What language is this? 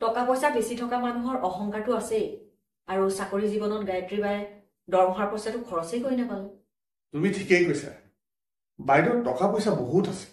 Assamese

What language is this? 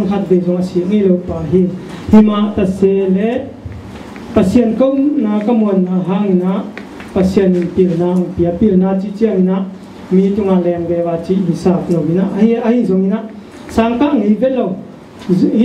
Tedim Chin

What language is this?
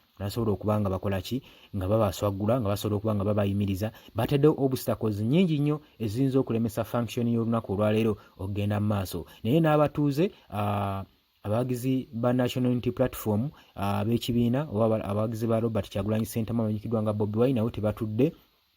Ganda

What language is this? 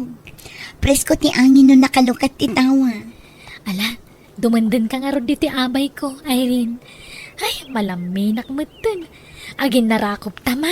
Iloko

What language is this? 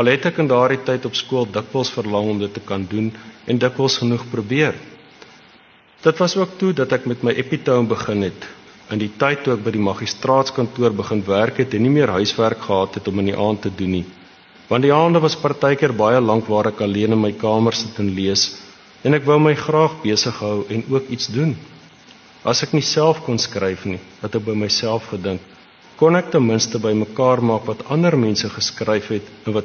Afrikaans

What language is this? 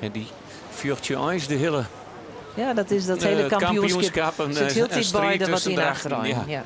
Western Frisian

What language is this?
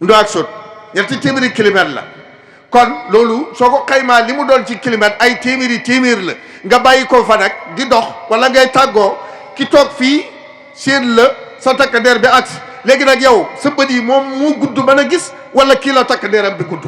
Wolof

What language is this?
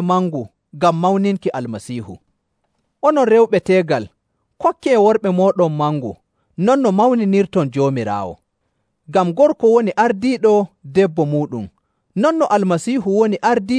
Nigerian Fulfulde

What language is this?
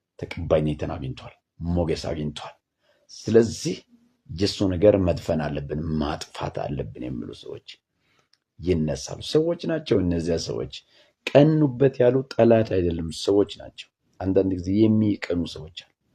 Amharic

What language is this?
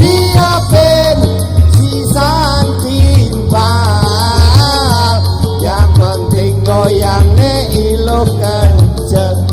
Balinese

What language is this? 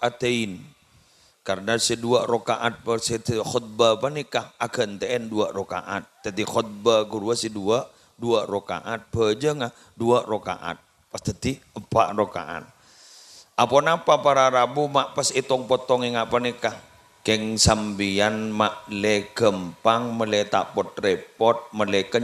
Madurese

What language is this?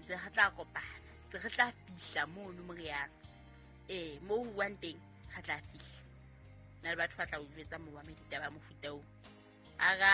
Southern Sotho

